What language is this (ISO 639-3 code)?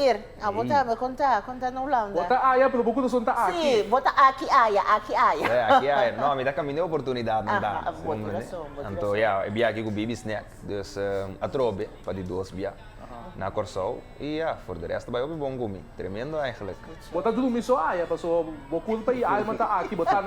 pap